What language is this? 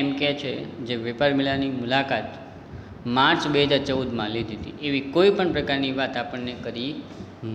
Gujarati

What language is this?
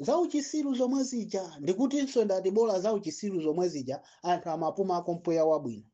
Nyanja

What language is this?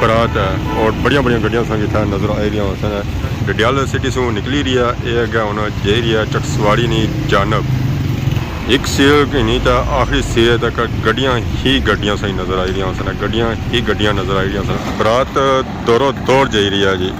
Pahari-Potwari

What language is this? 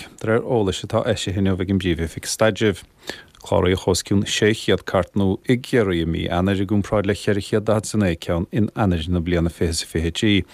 Irish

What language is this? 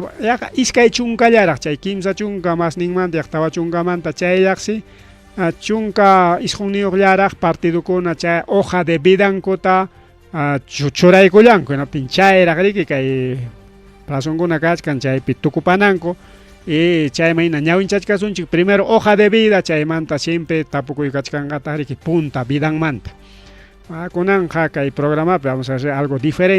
Ayacucho Quechua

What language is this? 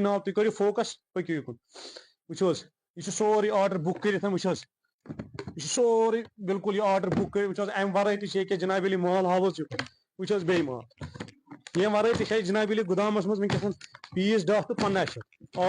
Kashmiri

